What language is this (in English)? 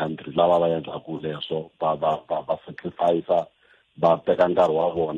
Tsonga